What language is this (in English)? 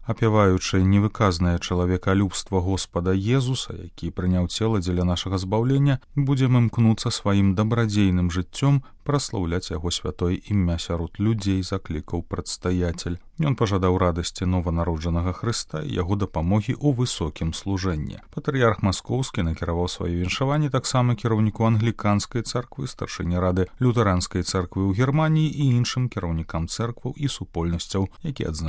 Belarusian